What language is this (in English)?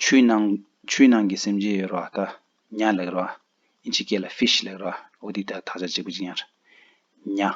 Tibetan